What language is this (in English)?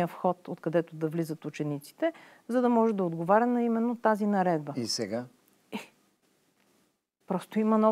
Bulgarian